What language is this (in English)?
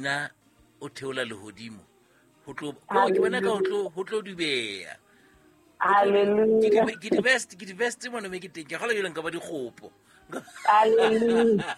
Southern Sotho